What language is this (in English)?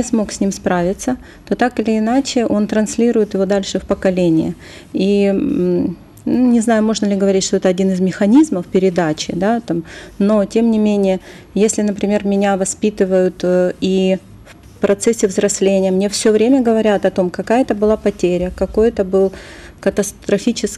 Russian